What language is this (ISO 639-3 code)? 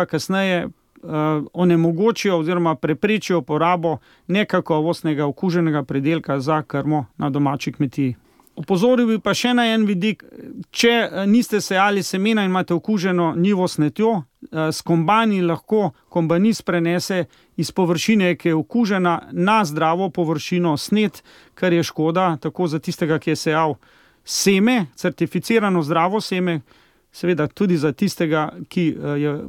slv